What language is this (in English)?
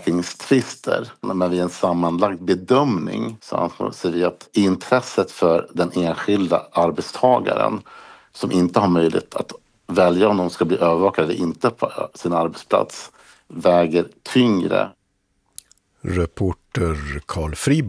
Swedish